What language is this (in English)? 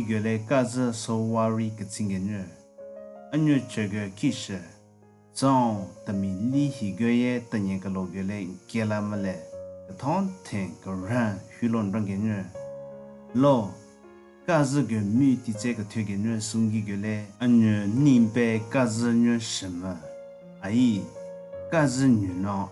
Southern Rengma Naga